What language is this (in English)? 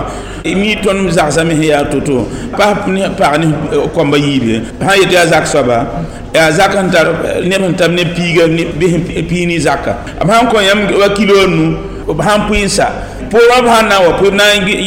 Mossi